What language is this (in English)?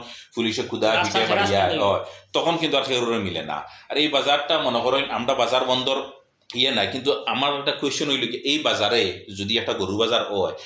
Sylheti